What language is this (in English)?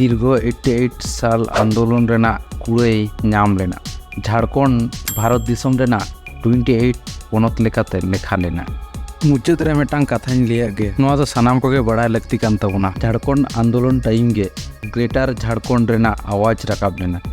Santali